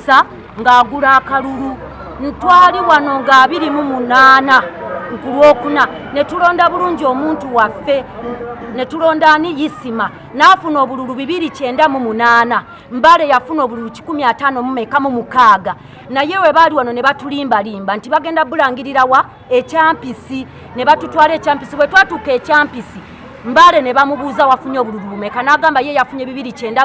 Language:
Ganda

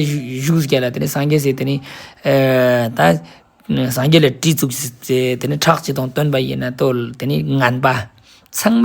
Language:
Ladakhi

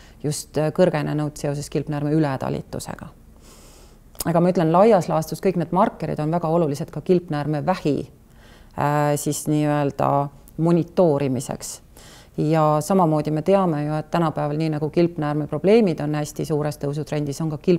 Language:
Estonian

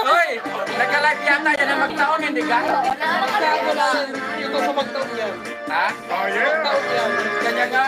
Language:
Waray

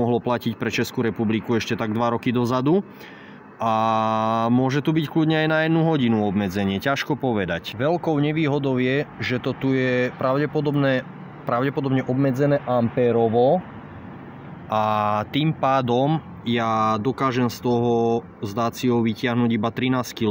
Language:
Slovak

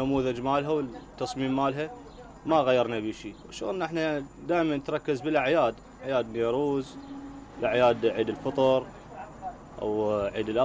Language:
Mesopotamian Arabic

